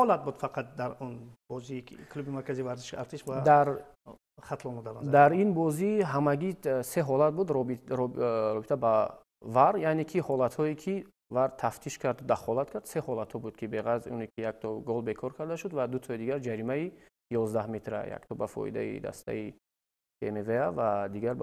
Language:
Tajik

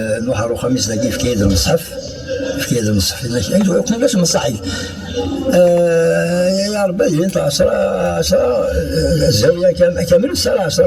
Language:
Kabyle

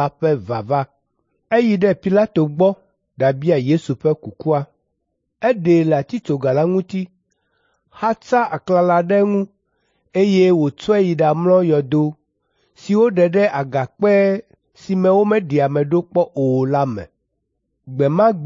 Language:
Ewe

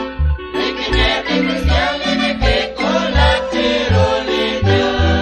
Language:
Kekchí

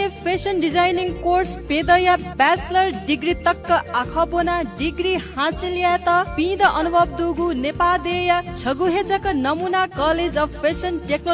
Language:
Newari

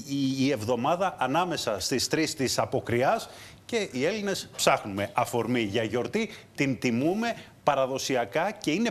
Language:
Greek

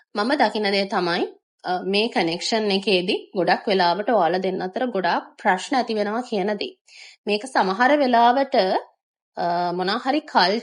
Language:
Sinhala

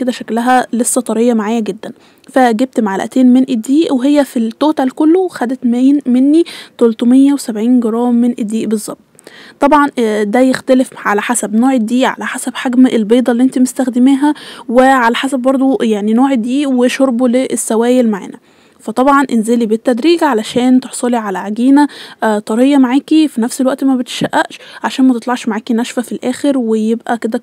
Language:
Egyptian Arabic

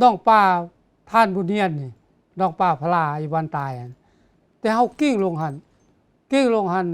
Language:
Lao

